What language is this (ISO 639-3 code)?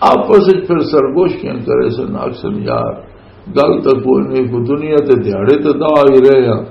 lah